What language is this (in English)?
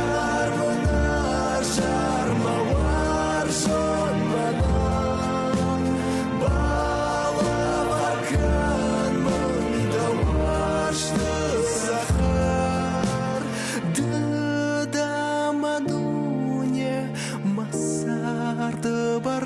Ossetic